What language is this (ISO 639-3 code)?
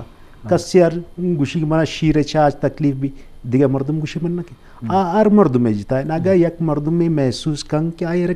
bgp